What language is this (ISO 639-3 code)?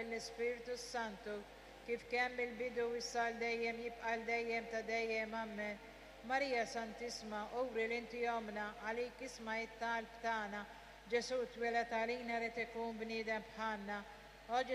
mlt